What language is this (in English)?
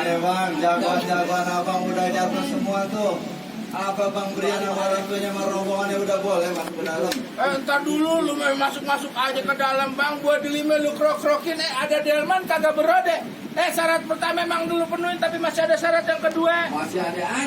Betawi